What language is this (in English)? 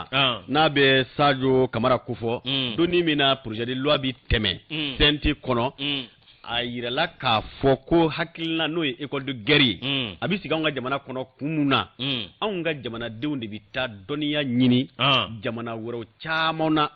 Bambara